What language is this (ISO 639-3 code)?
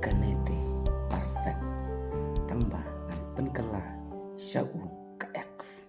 kha